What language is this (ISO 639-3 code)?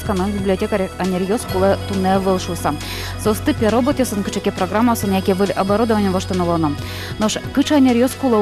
udm